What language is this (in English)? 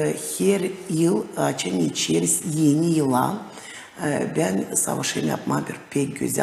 Gagauz